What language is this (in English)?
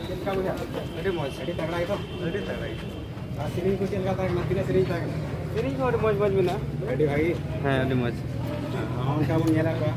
Santali